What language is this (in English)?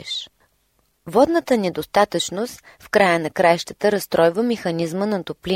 Bulgarian